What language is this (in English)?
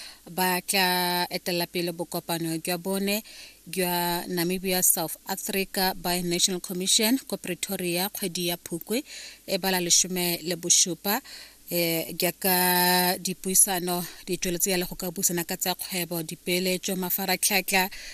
Tswana